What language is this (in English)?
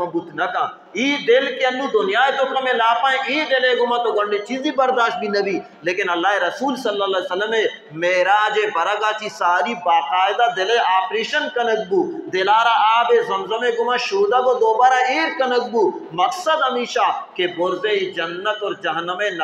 Baluchi